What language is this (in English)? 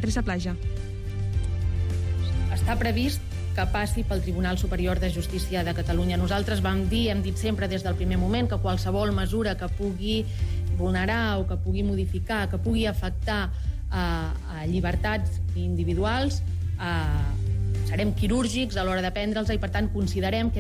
Catalan